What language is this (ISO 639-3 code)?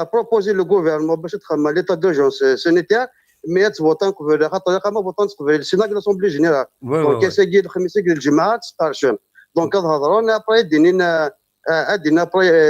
kab